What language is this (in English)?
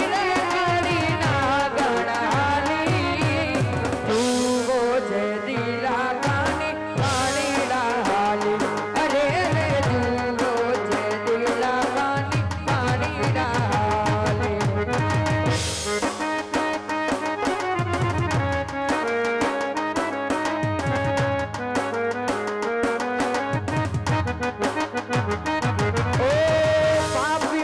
Gujarati